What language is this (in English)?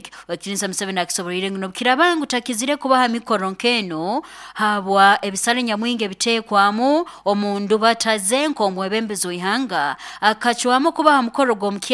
Nyankole